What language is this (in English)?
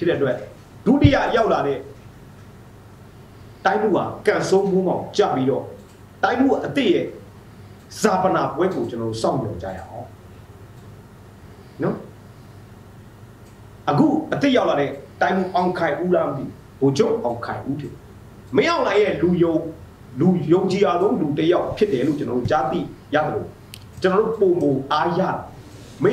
Burmese